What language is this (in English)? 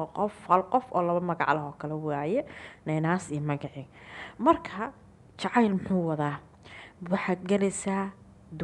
Somali